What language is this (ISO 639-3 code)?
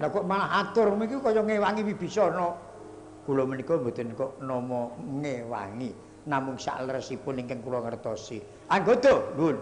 jav